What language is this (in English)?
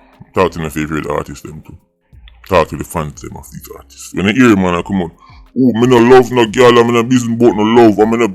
Jamaican Creole English